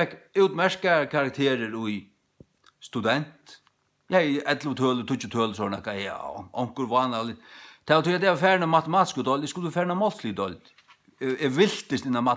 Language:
Faroese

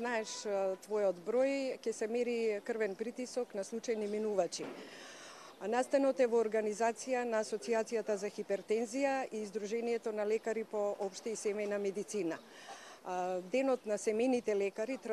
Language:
Macedonian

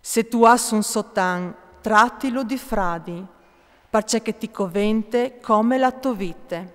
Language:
Friulian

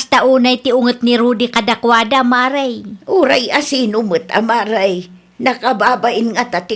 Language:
Iloko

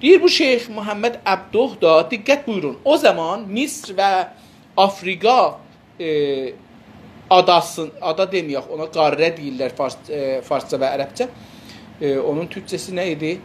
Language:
South Azerbaijani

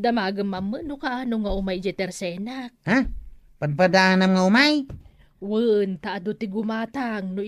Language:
Iloko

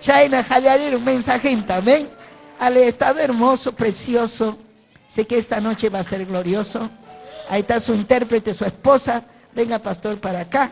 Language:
Ayacucho Quechua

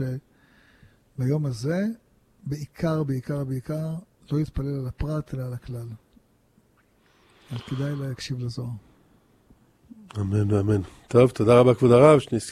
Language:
Hebrew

